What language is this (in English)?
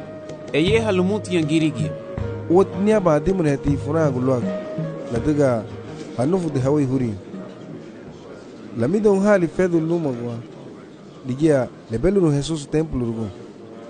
Garifuna